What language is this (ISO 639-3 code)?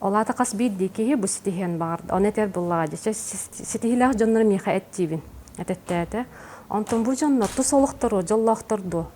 sah